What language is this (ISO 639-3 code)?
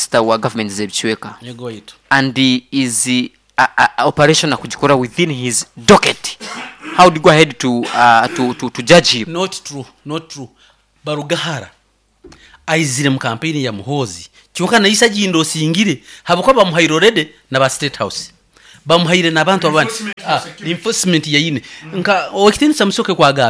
nyo